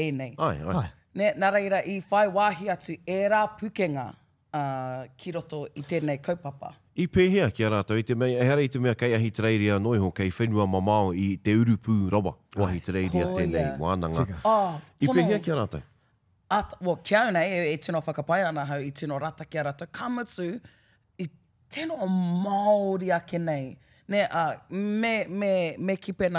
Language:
Māori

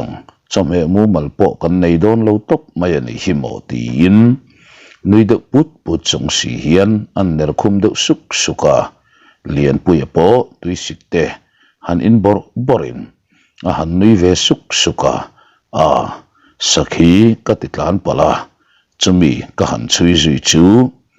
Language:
Mizo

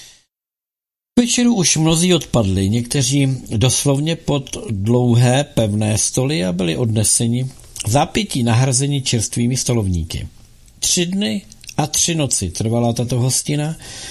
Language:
Czech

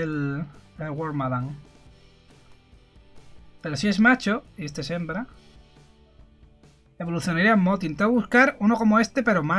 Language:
Spanish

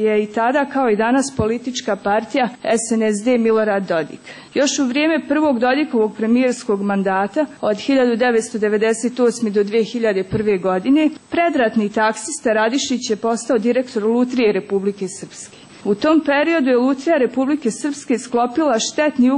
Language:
Serbian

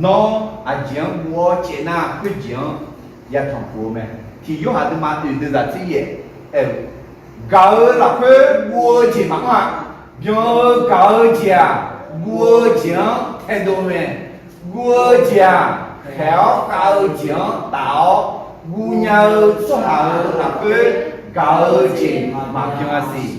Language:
Akha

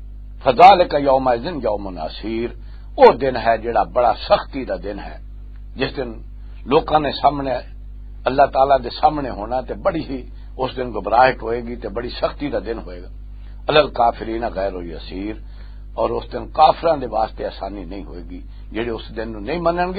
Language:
Western Panjabi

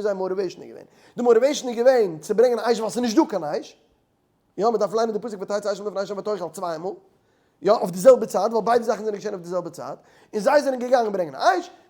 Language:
Yiddish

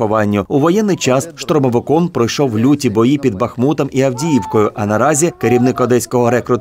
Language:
Ukrainian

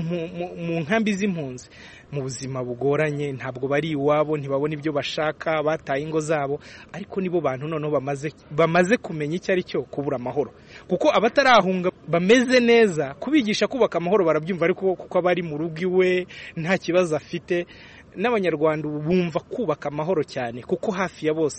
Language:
Kinyarwanda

